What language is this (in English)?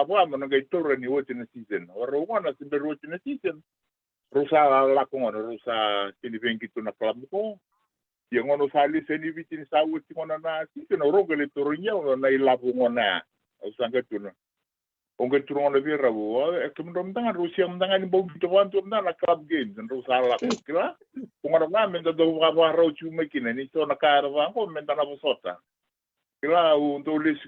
Fijian